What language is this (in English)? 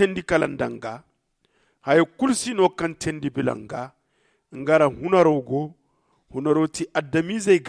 Zarma